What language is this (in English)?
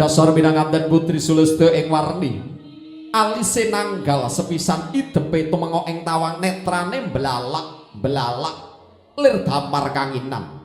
Javanese